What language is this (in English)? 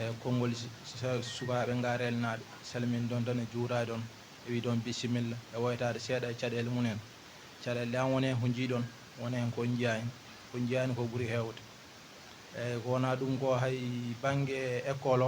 Fula